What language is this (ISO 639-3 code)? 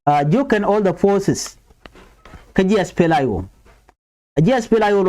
nus